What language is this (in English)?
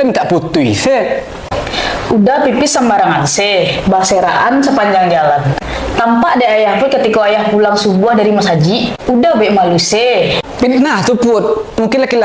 Minangkabau